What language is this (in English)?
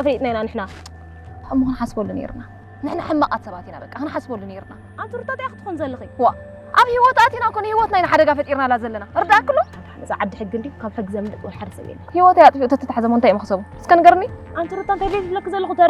Tigrinya